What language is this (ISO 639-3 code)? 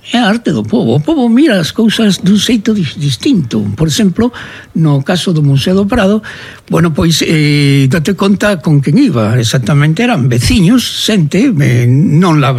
glg